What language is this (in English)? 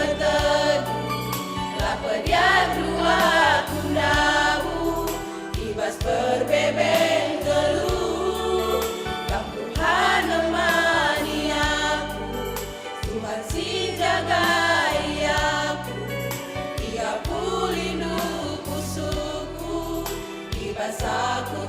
Batak Karo